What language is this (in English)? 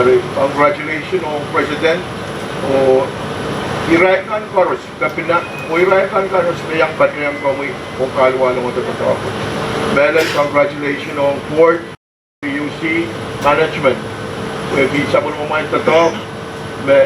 Pohnpeian